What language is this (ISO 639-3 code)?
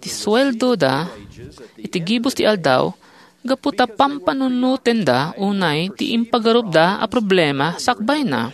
ilo